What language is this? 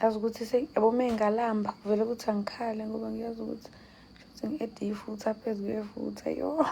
Zulu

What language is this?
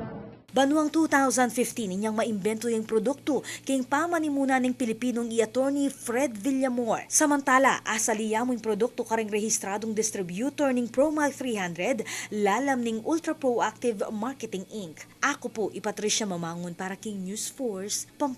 Pampanga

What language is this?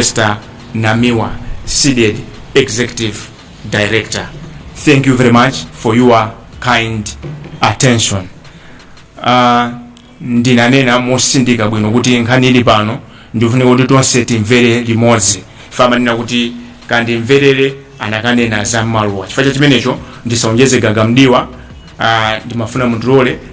Nyanja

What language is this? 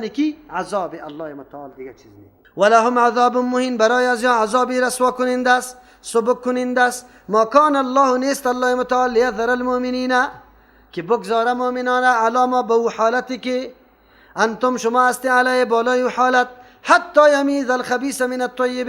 Persian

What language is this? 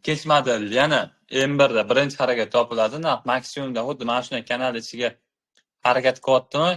Uzbek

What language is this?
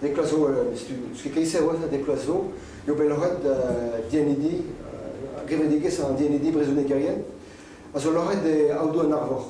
Breton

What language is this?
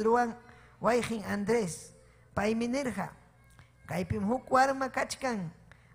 Ayacucho Quechua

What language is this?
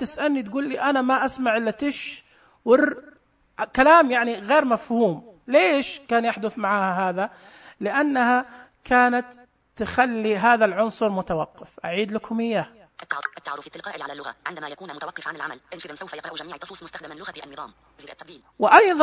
Najdi Arabic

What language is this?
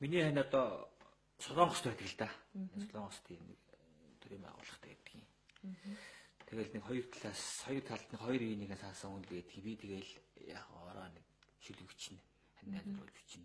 Mongolian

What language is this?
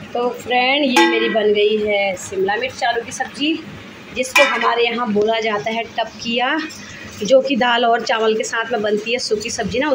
Hindi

